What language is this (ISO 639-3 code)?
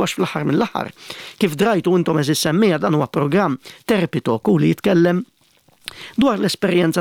mlt